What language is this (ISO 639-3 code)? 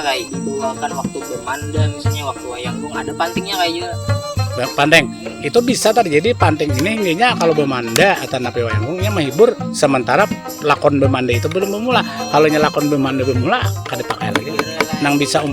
bjn